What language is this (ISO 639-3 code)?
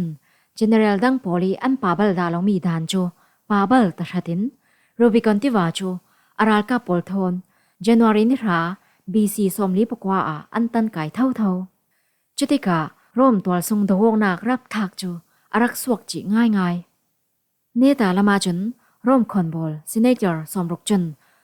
cfm